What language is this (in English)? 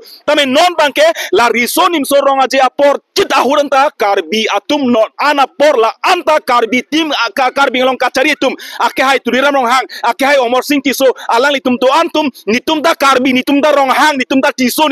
Karbi